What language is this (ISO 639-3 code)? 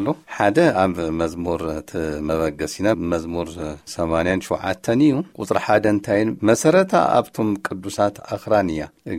tir